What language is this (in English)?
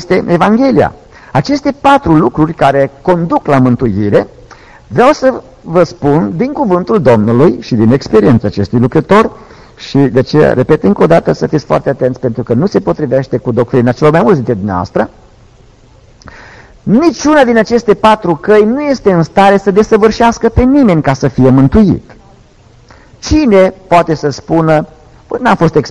Romanian